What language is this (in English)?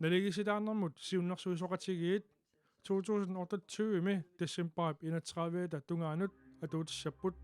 Kalaallisut